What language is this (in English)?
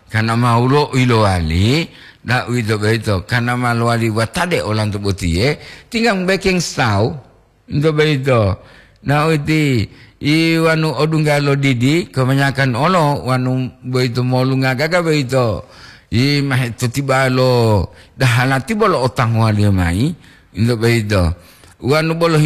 Gorontalo